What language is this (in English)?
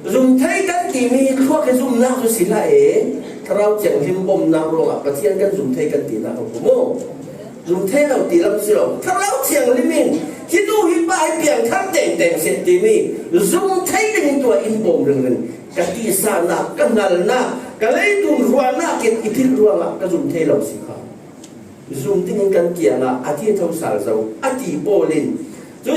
Falam Chin